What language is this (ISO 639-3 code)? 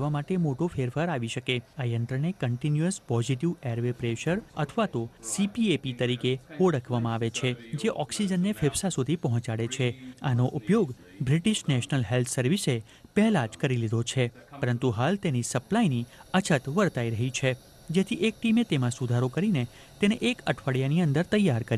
guj